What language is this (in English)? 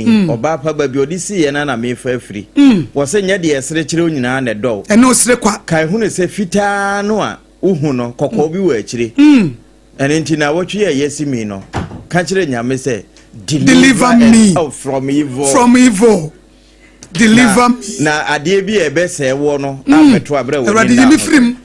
Akan